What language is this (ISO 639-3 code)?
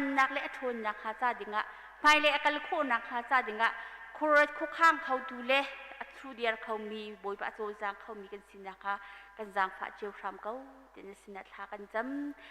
cnh